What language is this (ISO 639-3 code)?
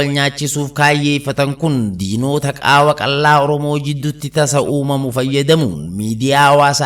orm